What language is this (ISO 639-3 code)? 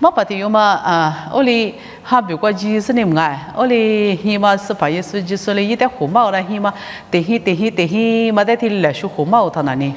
lis